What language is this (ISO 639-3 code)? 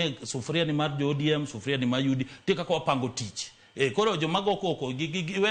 luo